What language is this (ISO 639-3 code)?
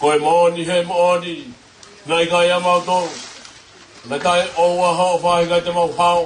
ton